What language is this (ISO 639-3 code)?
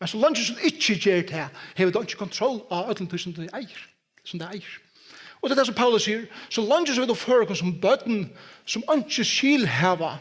fao